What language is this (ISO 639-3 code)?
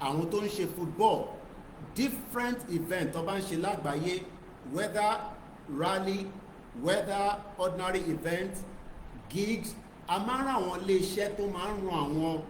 yor